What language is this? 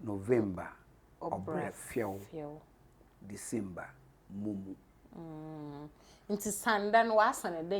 Akan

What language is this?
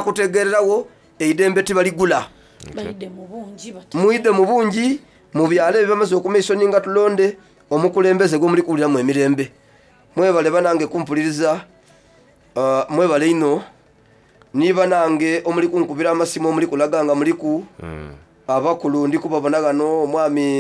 Soga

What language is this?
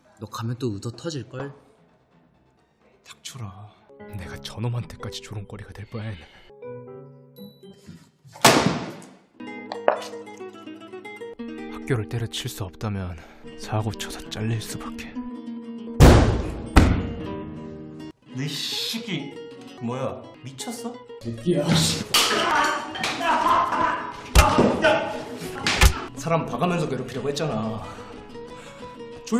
Korean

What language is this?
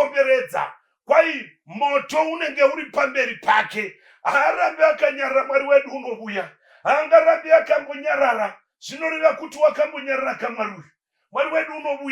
Shona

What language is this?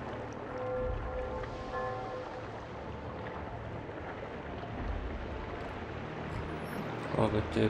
Finnish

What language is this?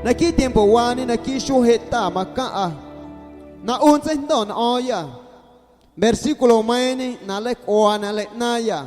Guerrero Amuzgo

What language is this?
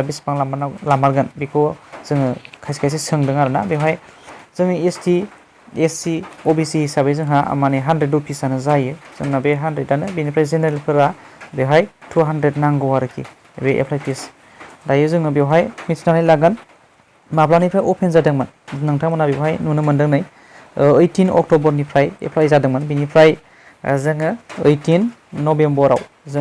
Bodo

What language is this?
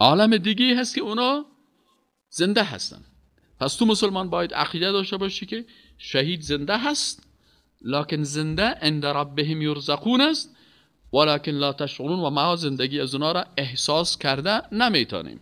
Persian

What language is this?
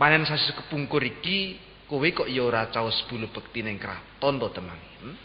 Javanese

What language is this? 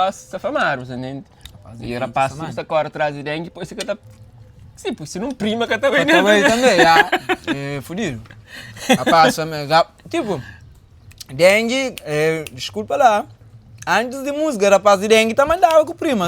Kabuverdianu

